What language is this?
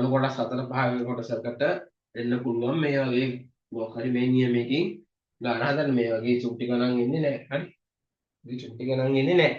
Sinhala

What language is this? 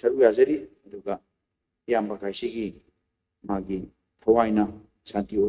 Manipuri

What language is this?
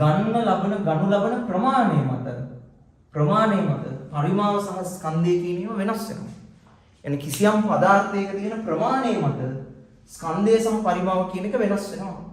Sinhala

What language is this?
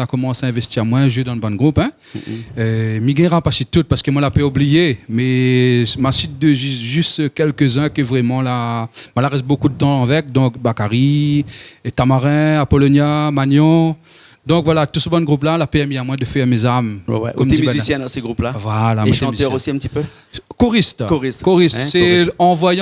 Réunion Creole French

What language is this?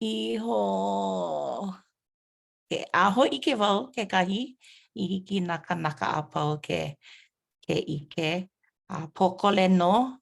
Hawaiian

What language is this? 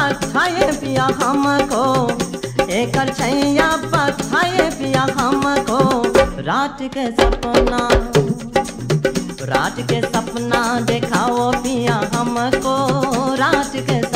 Bhojpuri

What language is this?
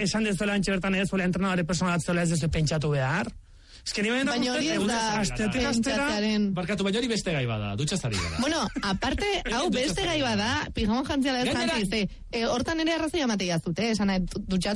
Basque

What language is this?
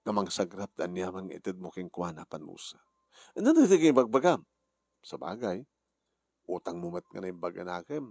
Iloko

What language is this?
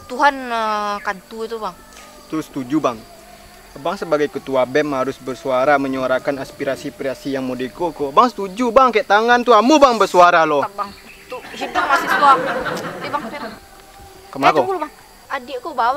Minangkabau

